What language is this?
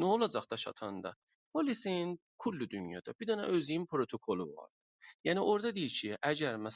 South Azerbaijani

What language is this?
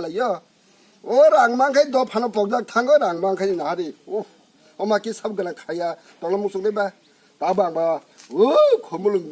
Kok Borok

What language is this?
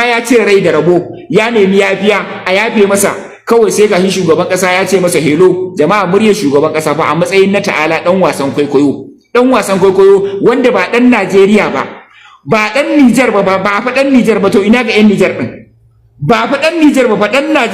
Hausa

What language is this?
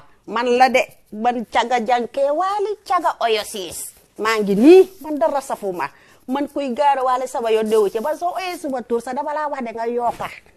Wolof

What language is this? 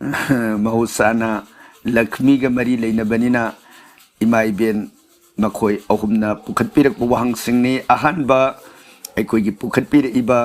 Manipuri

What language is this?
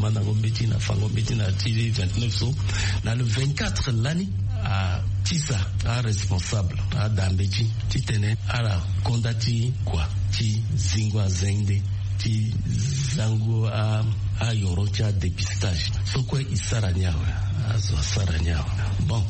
Sango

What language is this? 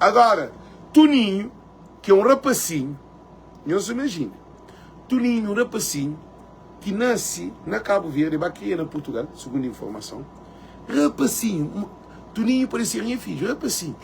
Kabuverdianu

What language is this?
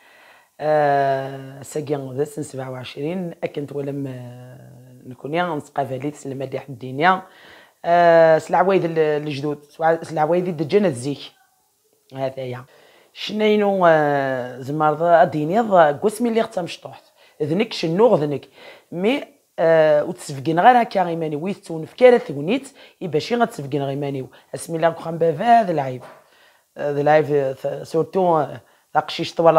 Kabyle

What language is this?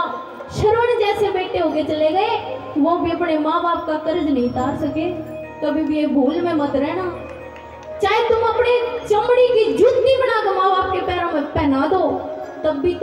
Hindi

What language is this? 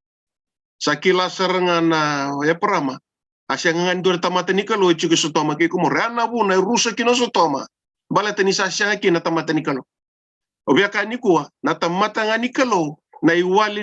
Fijian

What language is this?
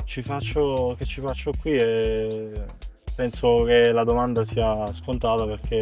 Italian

